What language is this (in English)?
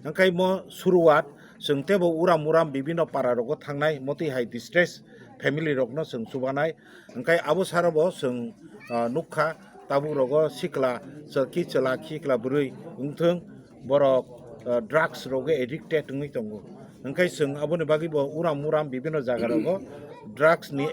Kok Borok